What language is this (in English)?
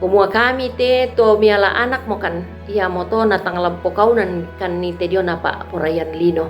Toraja-Sa'dan